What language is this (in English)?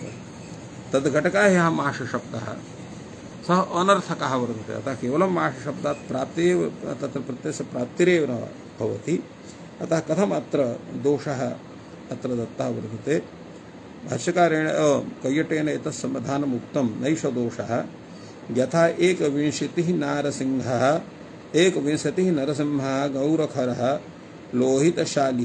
Sanskrit